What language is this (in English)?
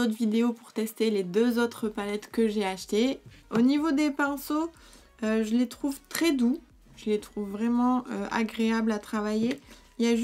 French